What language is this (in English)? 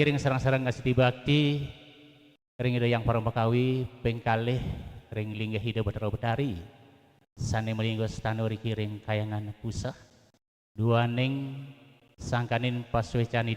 Balinese